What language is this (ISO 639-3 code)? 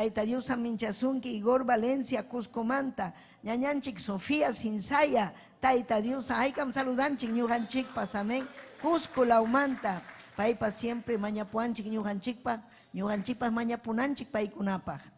quy